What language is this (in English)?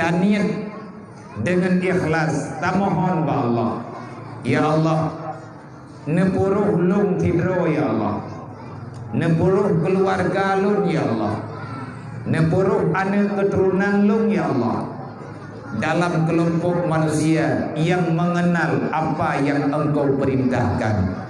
Achinese